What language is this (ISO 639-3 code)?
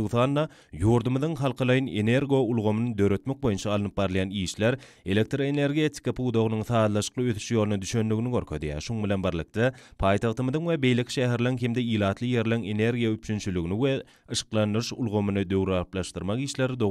tuk